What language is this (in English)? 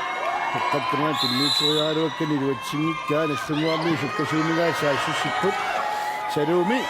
Kalaallisut